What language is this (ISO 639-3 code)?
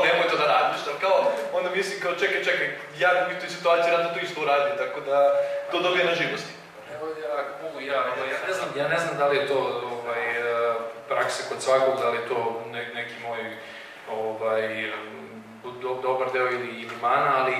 srp